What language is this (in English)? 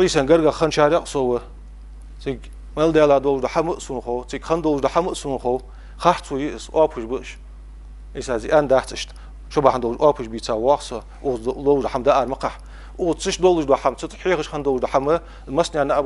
Ingush